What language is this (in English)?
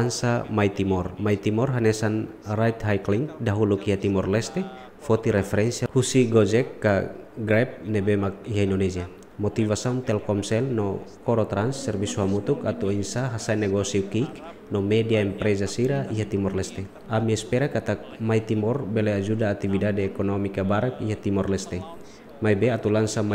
Tetum